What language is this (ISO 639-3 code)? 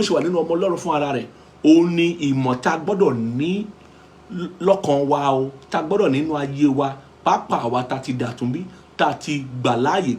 yor